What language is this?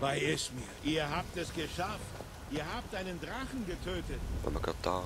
Swiss German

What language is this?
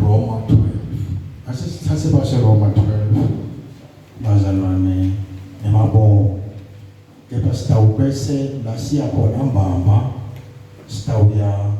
Zulu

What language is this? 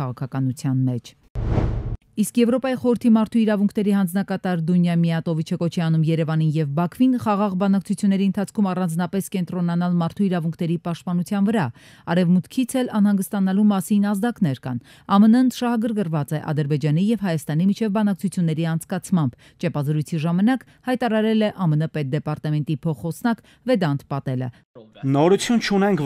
Armenian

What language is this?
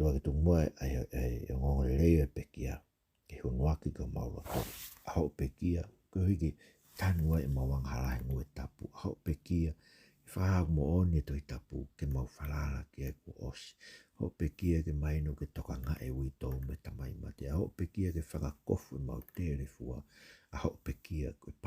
Tongan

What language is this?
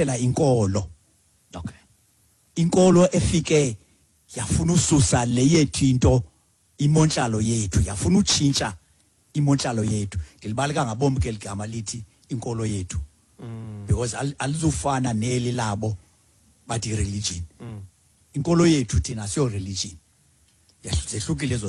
Xhosa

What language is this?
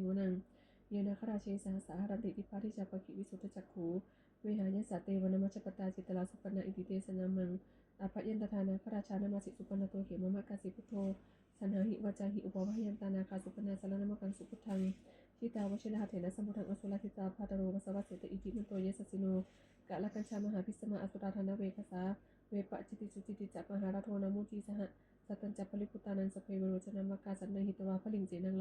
Pali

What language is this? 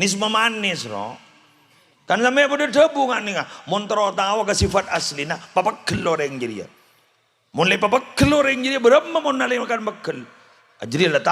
Madurese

